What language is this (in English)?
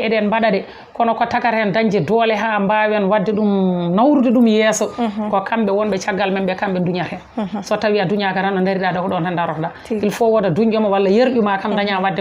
Fula